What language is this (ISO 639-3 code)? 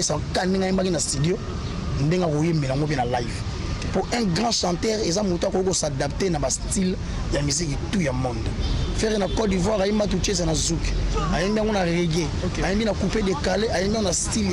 lin